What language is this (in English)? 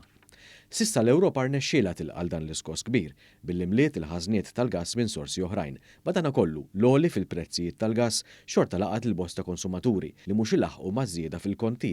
Maltese